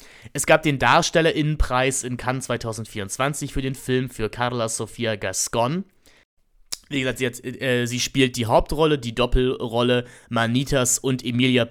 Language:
German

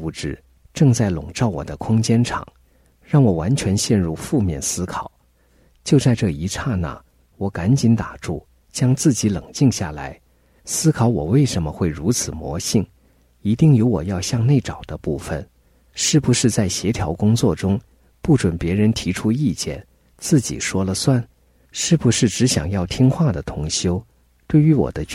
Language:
Chinese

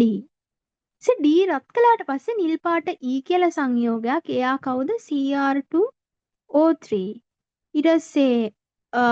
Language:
Sinhala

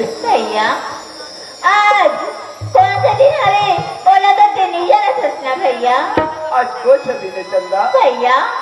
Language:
Chhattisgarhi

